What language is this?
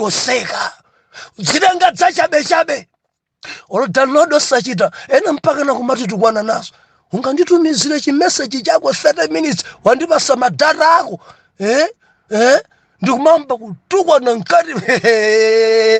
Nyanja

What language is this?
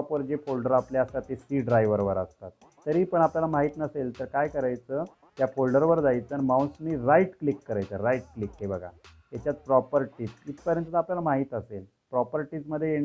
Marathi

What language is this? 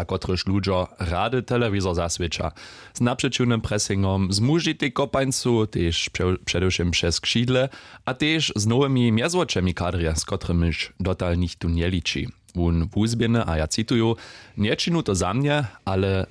Upper Sorbian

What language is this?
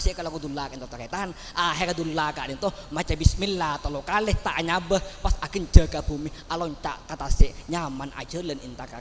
Madurese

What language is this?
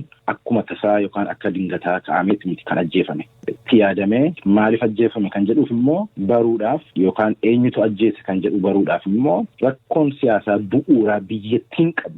Oromo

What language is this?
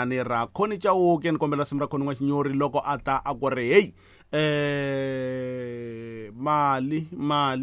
Tsonga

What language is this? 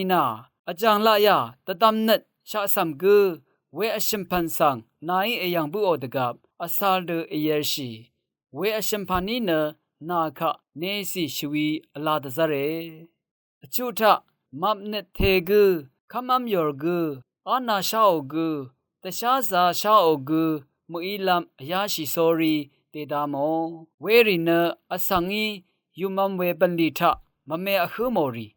Rawang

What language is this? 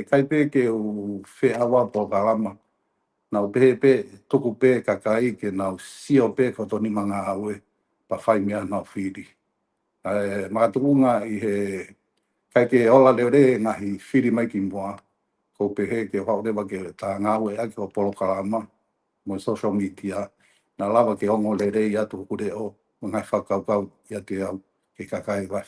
Tongan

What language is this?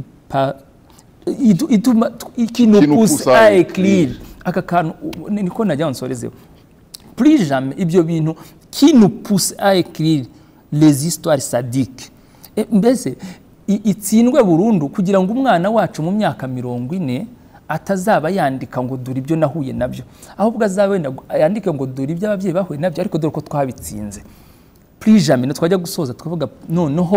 Kinyarwanda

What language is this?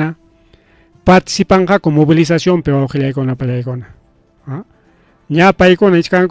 Ayacucho Quechua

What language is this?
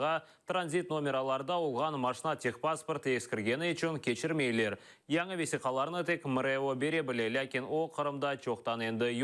Crimean Tatar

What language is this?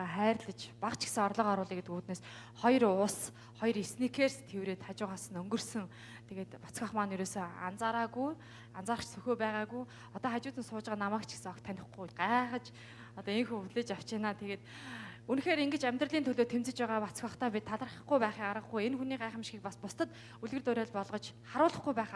Mongolian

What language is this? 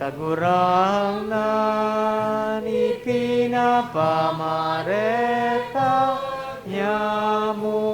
Bikol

